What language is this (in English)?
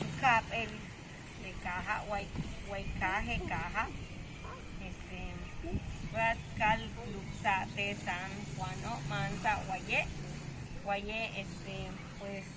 Yucateco